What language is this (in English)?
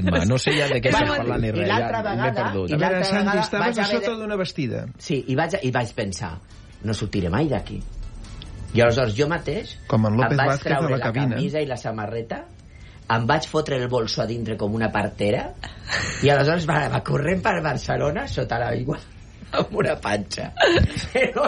Catalan